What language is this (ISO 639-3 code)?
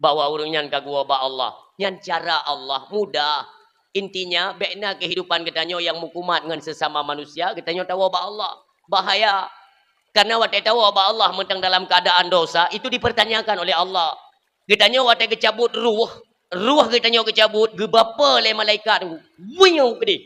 ace